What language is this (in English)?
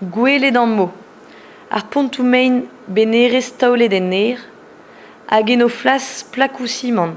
Breton